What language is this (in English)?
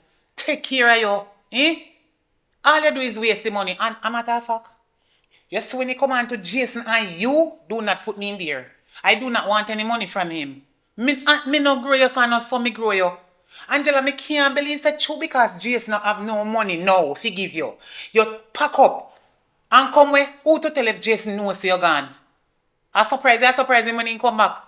Jamaican Creole English